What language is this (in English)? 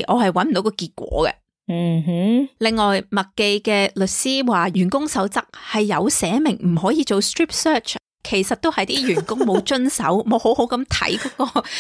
Cantonese